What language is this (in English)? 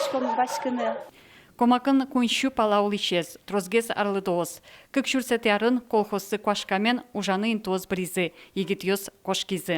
Udmurt